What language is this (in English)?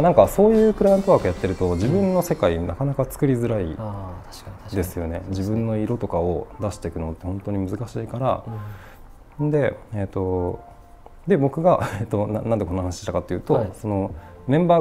Japanese